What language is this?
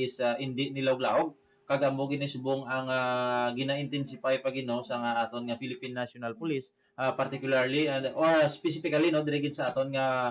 Hiligaynon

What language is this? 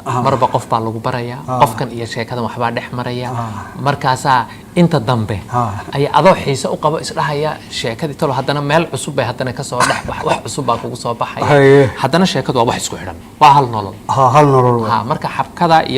Somali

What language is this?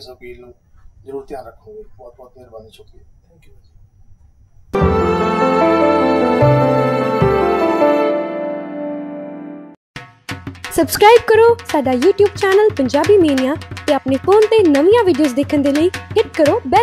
Punjabi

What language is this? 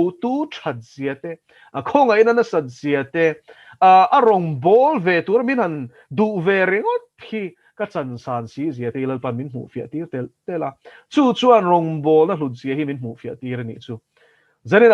Mizo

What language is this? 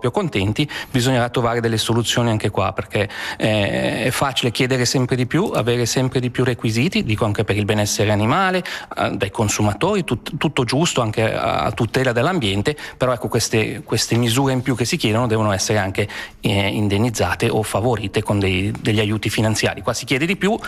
Italian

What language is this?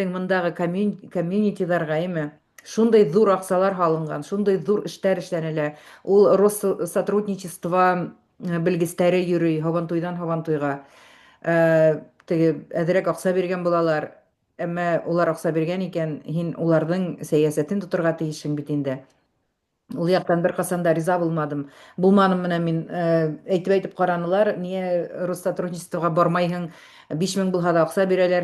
Bashkir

